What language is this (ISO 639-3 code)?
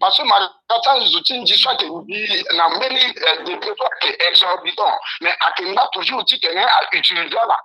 sag